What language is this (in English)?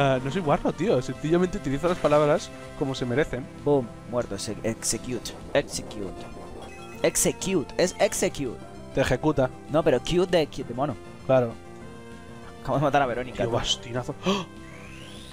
Spanish